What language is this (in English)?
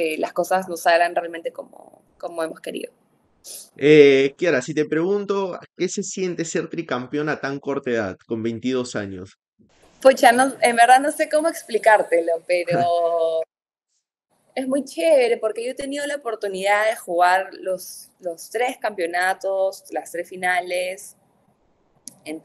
Spanish